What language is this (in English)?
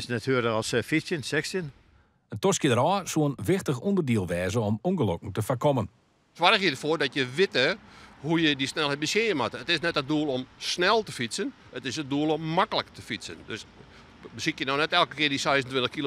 Western Frisian